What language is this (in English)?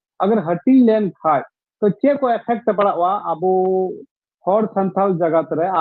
Santali